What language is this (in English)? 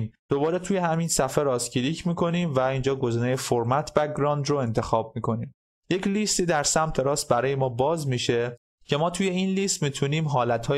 Persian